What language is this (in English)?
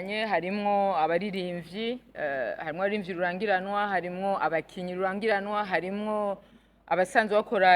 Rundi